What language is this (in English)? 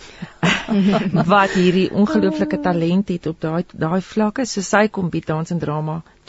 Afrikaans